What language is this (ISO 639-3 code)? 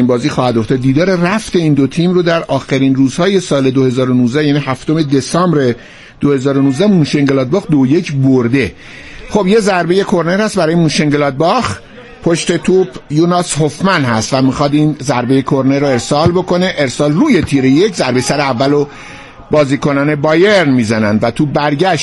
fas